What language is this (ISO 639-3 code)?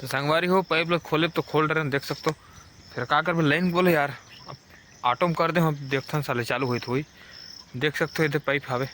hne